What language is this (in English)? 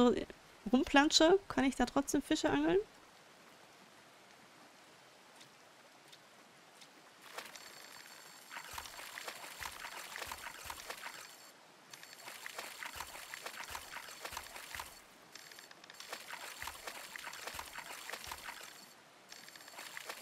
German